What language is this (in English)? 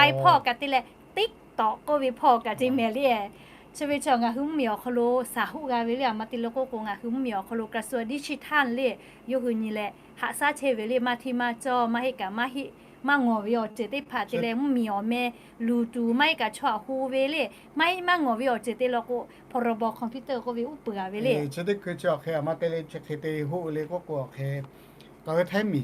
Lahu